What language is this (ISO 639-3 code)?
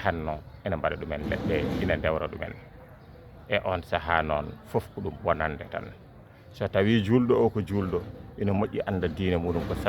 ful